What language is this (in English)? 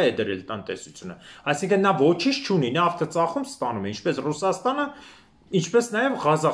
Armenian